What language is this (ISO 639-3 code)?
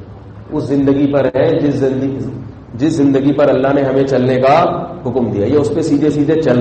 urd